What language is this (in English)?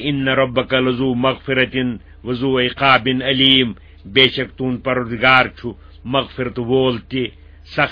Kashmiri